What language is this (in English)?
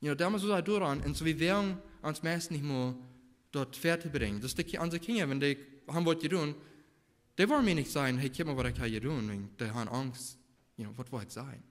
Plautdietsch